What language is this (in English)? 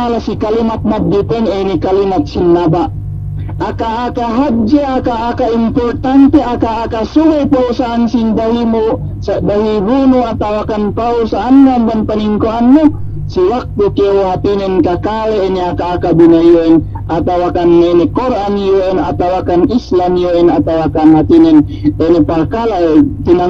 Yakan